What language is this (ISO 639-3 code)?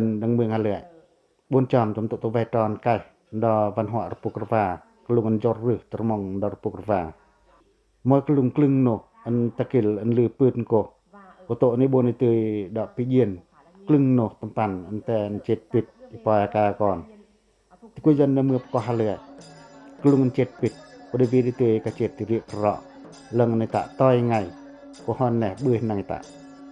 pac